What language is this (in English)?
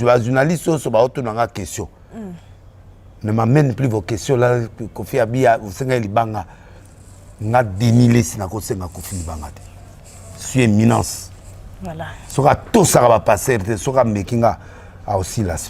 Lingala